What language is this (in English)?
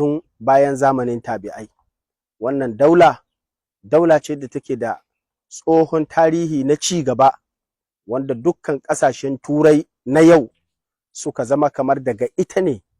Hausa